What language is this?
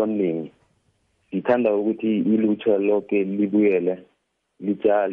South Ndebele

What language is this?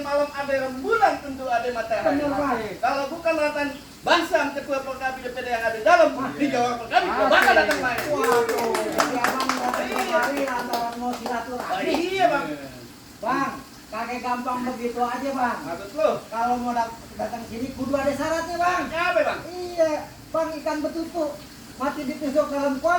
Betawi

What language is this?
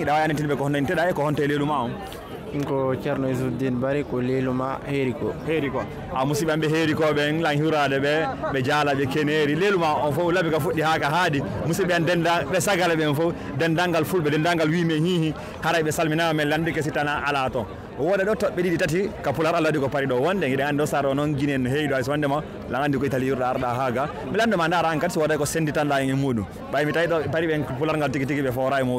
Fula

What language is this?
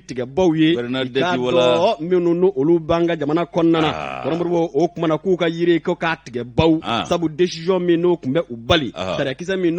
Bambara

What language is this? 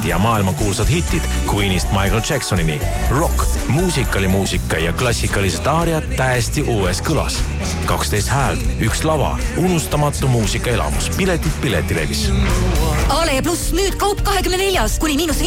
Estonian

